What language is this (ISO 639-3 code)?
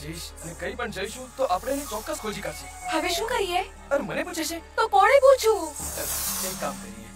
guj